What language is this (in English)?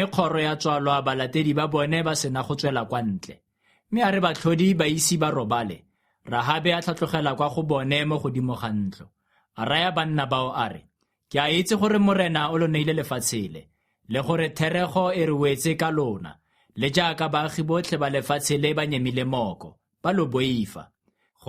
Tswana